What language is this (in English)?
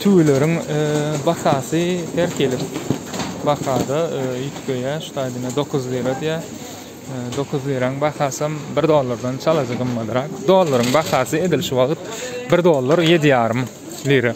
Turkmen